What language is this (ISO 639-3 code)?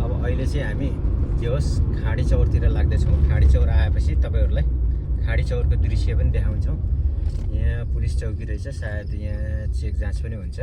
nep